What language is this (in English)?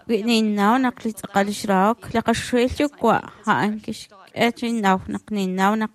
Kekchí